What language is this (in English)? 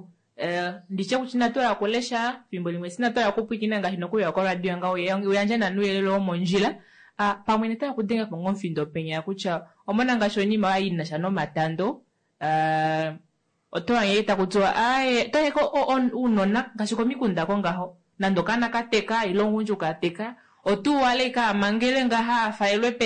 Kuanyama